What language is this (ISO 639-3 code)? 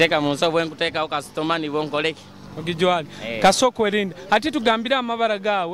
nyo